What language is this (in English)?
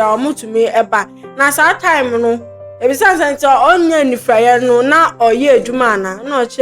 Akan